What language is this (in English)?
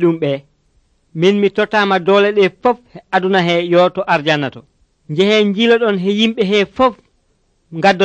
Nigerian Fulfulde